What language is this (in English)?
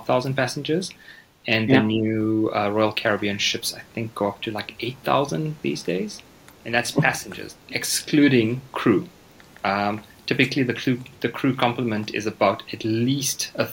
English